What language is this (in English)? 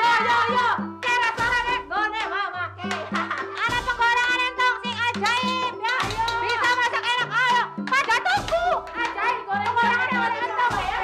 Betawi